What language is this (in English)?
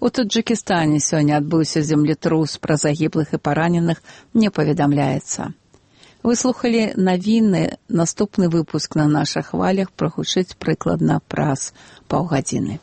Belarusian